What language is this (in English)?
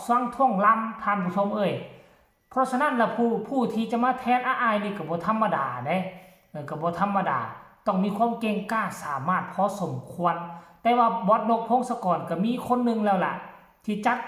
Lao